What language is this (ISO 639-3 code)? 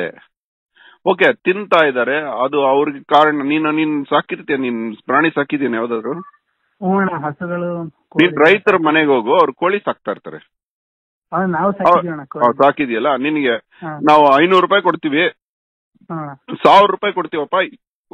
kan